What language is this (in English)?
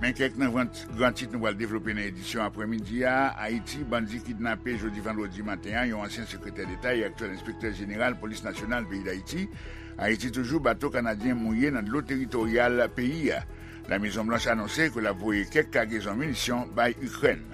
Haitian Creole